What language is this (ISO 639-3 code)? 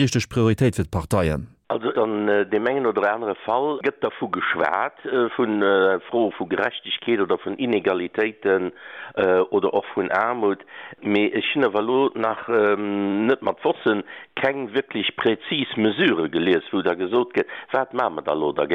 ltz